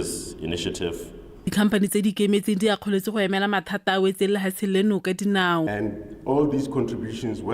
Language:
Tswana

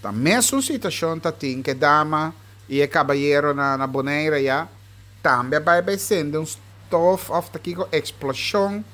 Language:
Papiamento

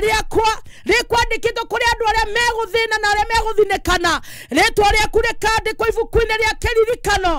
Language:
Kikuyu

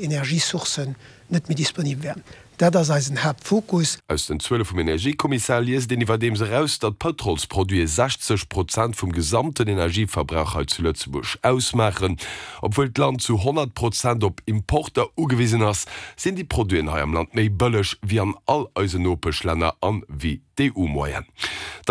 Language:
Luxembourgish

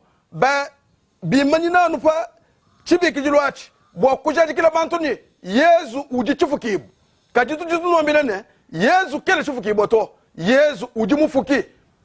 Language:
Luba-Lulua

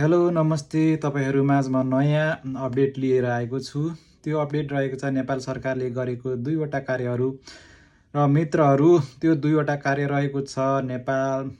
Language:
Nepali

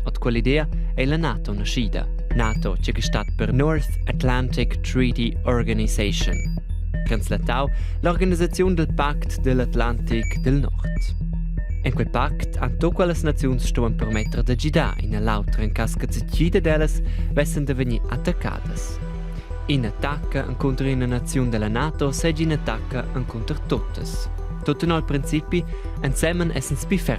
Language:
Romansh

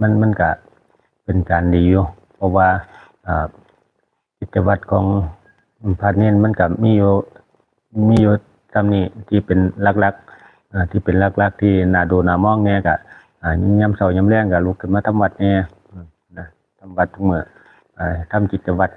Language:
Lao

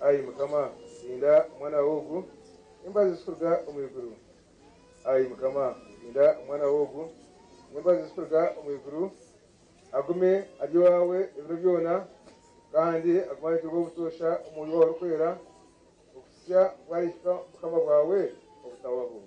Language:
Nyankole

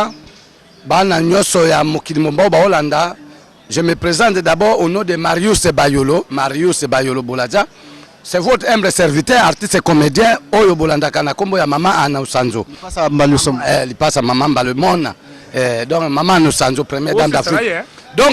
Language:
Lingala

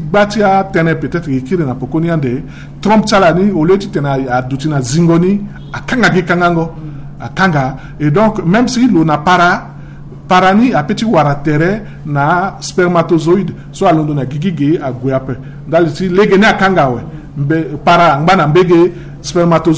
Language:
Sango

